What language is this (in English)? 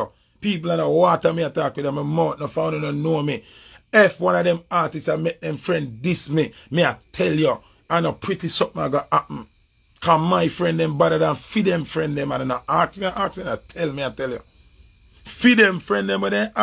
Jamaican Creole English